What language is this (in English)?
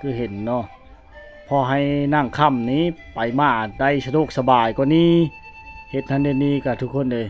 Lao